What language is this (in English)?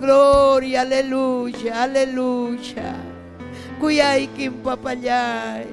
Ayacucho Quechua